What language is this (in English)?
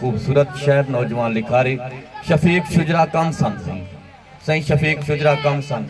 Saraiki